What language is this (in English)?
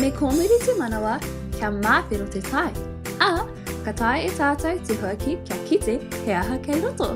Māori